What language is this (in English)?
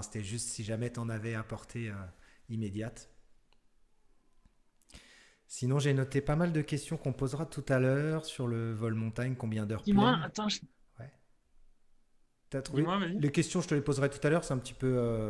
French